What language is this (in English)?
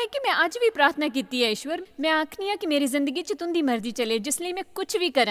Dogri